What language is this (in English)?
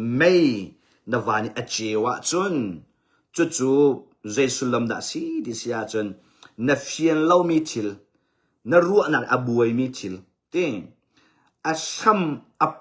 Hakha Chin